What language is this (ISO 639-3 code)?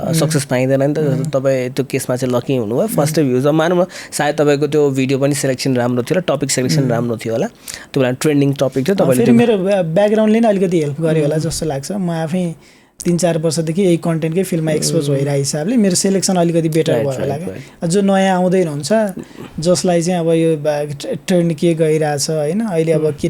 nep